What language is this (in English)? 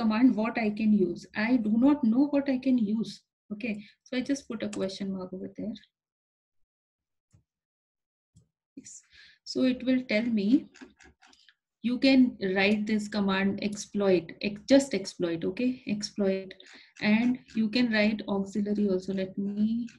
English